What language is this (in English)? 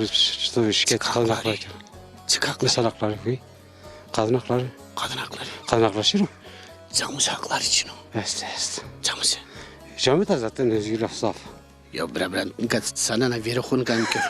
Zaza